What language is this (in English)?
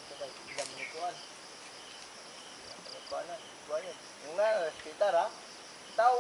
Cebuano